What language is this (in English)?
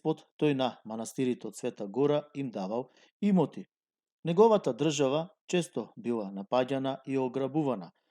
Macedonian